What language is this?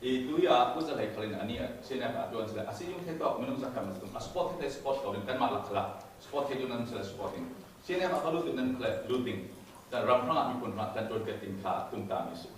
Falam Chin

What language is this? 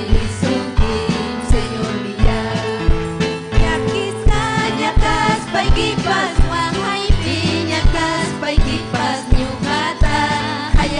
Ayacucho Quechua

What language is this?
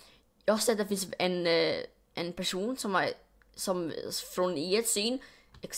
Swedish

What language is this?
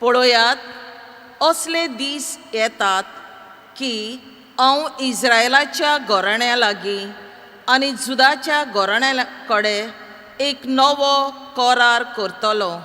Konkani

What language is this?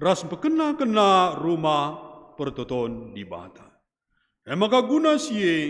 Batak Karo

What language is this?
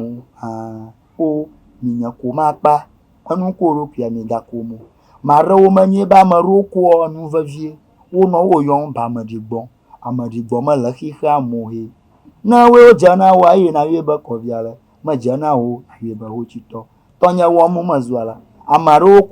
Ewe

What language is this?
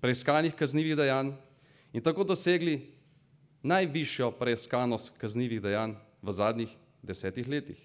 Slovenian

